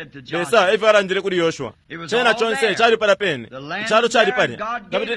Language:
Bemba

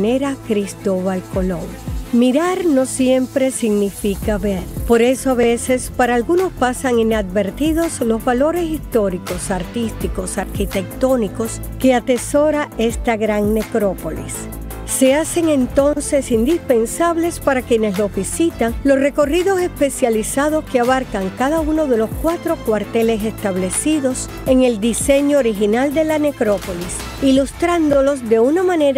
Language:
Spanish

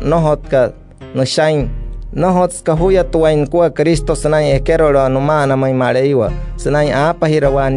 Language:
Wayuu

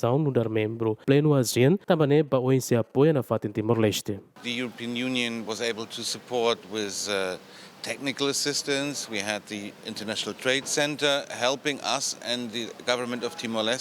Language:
Tetum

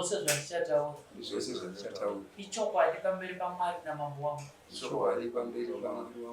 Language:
Shona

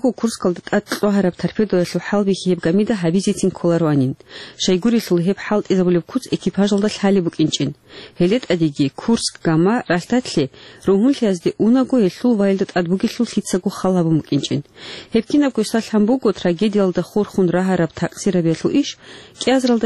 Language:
Avaric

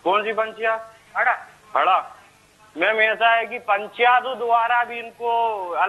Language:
Hindi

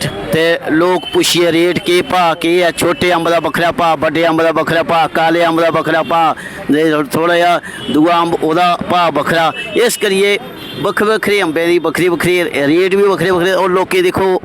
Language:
Dogri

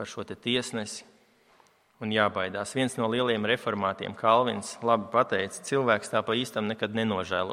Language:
Latvian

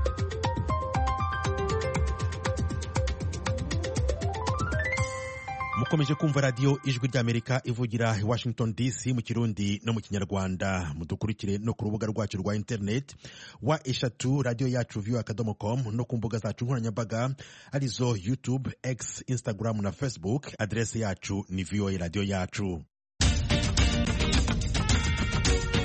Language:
Kinyarwanda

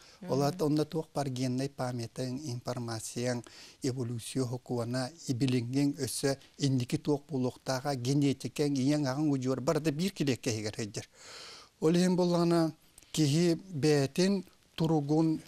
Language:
Yakut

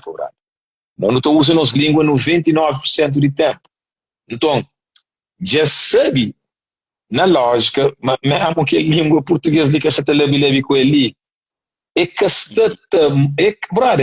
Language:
Kabuverdianu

